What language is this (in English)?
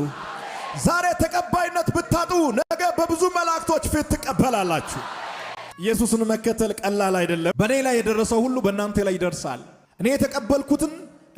Amharic